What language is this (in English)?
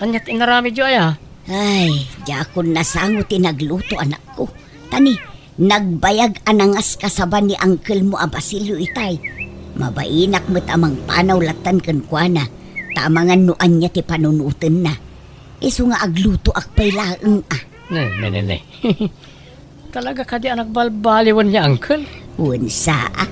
Iloko